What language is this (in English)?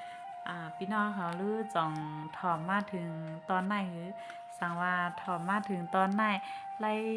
Shan